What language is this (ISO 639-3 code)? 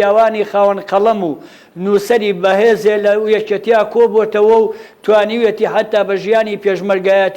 ckb